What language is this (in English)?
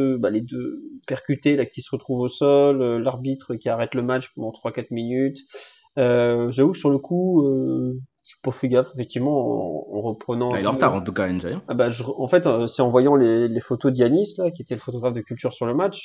French